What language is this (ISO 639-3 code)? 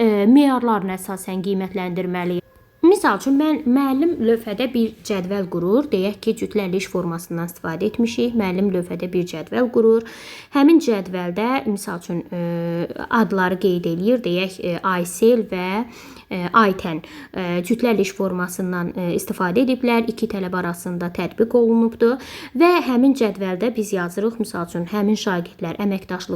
aze